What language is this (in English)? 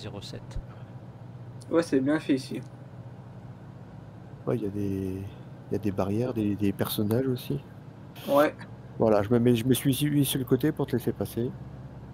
French